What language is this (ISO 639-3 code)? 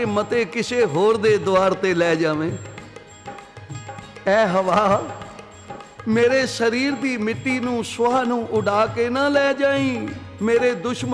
pan